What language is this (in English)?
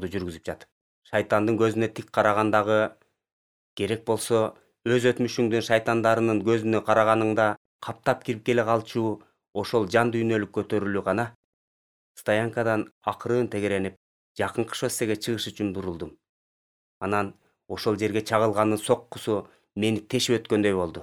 Kyrgyz